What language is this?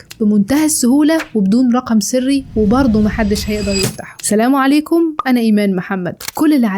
Egyptian Arabic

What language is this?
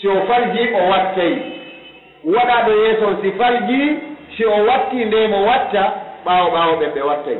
Pular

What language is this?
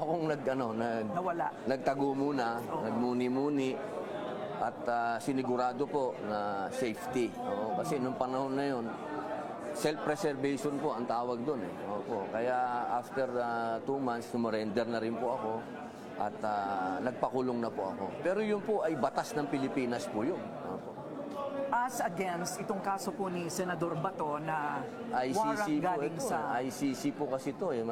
Filipino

